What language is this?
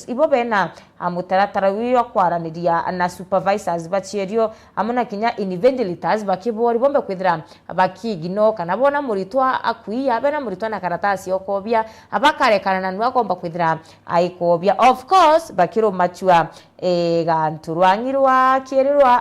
Meru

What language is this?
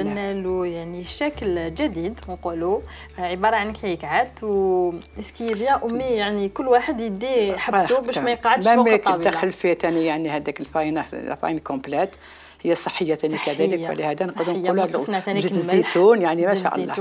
Algerian Arabic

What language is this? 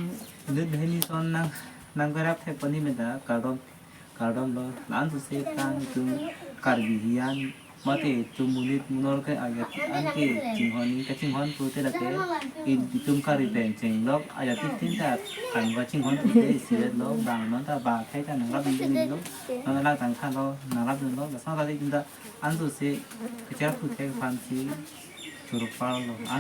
Karbi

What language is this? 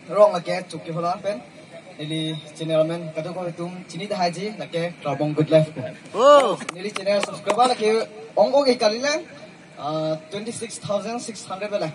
Karbi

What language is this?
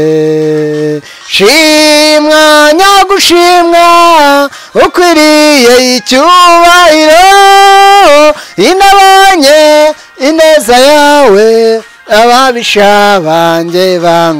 Kinyarwanda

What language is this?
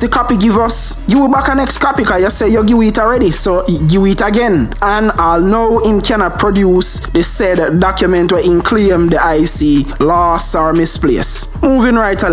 Jamaican Creole English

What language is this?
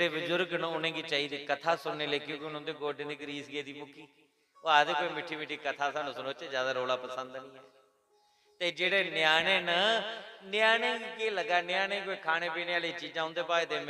Dogri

